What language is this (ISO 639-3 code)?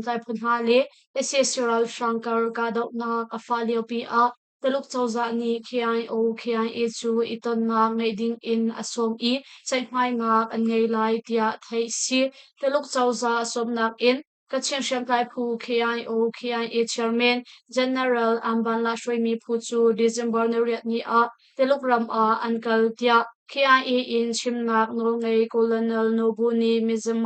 cnh